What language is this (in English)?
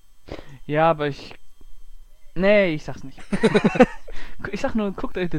German